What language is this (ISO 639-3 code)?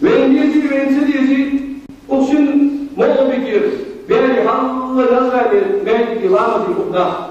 inh